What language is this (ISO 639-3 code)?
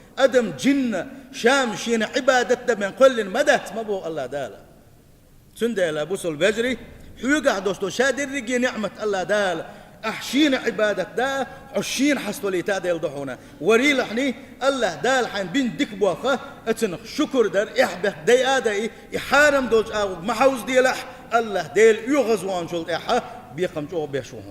che